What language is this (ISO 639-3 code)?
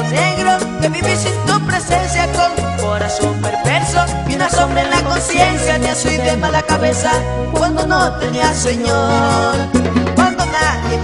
spa